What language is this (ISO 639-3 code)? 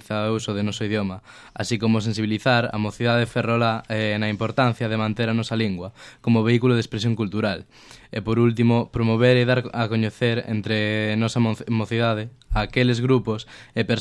glg